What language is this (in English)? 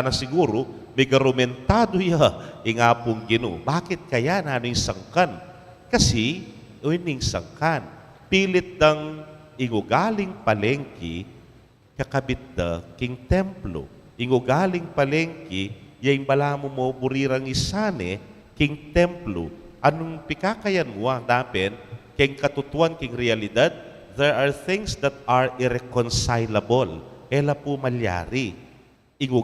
Pampanga